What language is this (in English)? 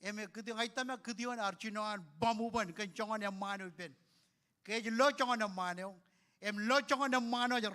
Marshallese